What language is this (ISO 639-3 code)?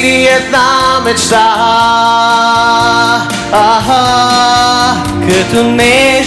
bul